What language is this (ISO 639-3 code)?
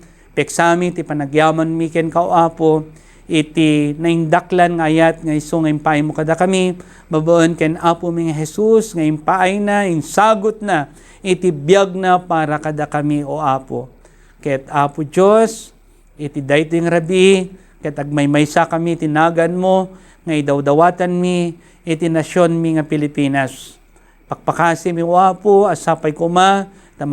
ilo